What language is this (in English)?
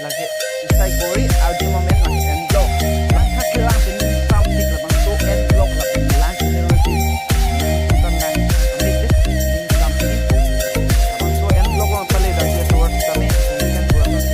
Karbi